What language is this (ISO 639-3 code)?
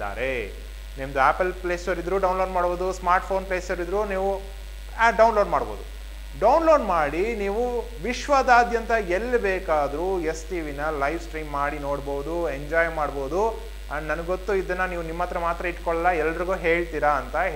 kan